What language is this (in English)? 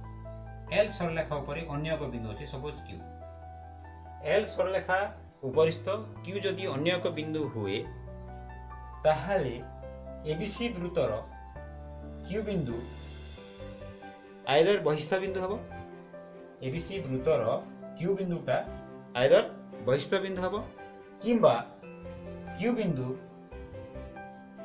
Odia